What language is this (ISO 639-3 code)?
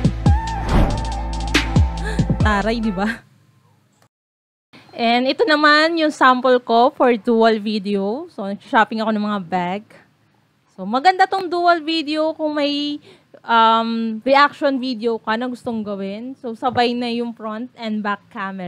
fil